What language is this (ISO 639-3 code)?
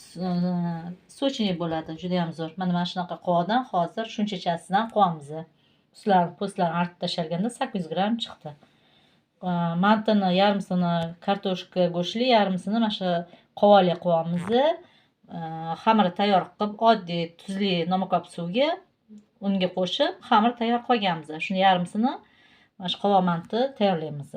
uzb